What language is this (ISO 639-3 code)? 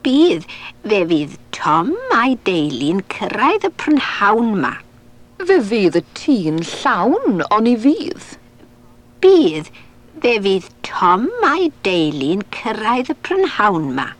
cym